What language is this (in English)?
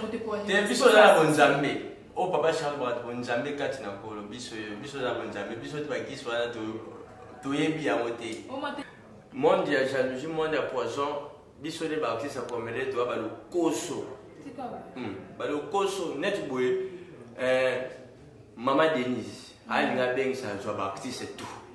Lingala